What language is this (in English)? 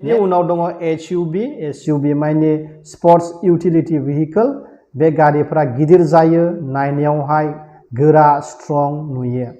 Bodo